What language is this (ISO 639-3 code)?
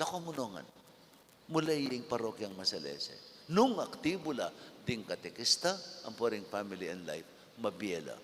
pam